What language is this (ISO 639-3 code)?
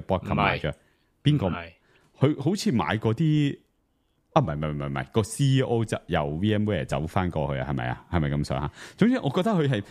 yue